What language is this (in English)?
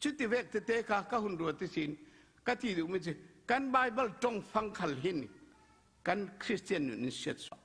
Falam Chin